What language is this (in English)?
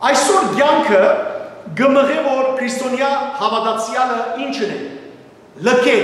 Western Armenian